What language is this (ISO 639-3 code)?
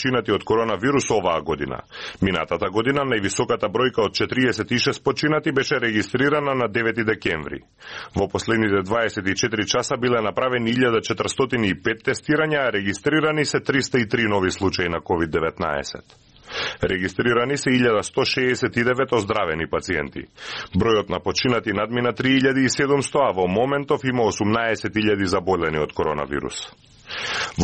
mkd